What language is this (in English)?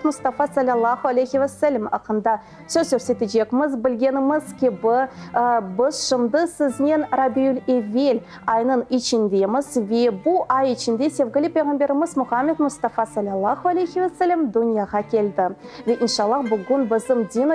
Crimean Tatar